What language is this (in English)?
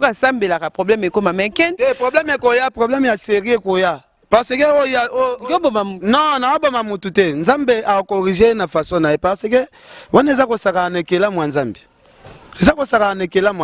Lingala